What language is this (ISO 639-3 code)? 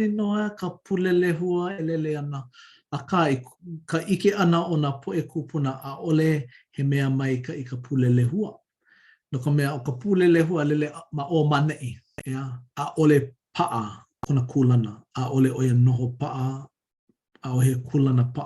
haw